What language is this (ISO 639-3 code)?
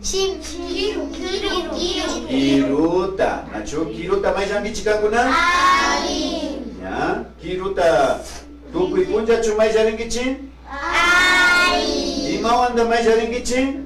qvi